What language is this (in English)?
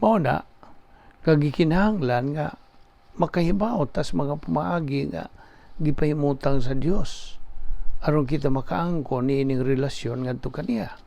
Cebuano